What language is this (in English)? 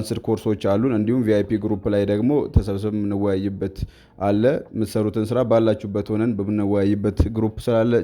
Amharic